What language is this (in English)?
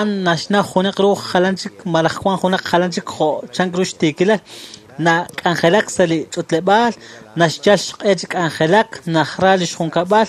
Kekchí